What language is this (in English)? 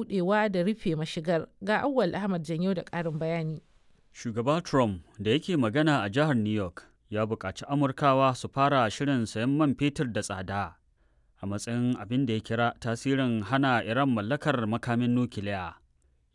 Hausa